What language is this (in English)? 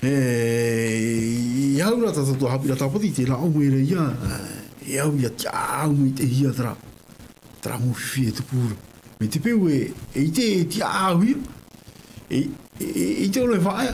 Tahitian